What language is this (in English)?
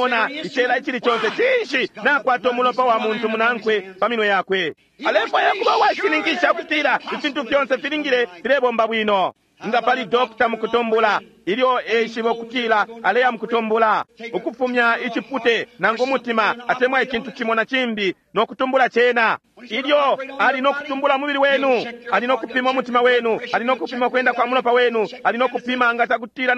Bemba